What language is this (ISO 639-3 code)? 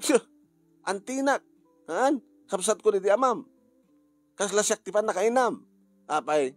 ilo